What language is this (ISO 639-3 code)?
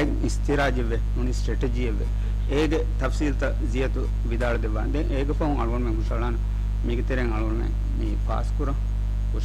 div